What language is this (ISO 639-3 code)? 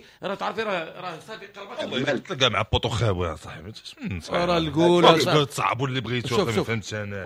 ary